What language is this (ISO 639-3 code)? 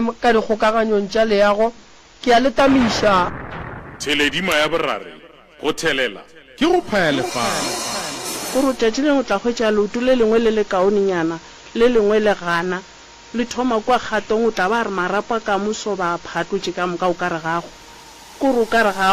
nso